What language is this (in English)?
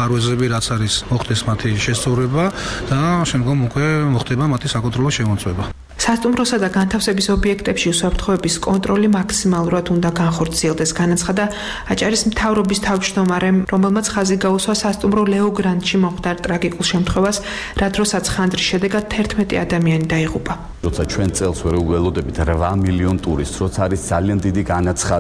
Georgian